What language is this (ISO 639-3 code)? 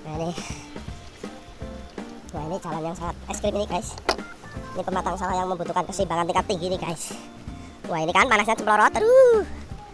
ind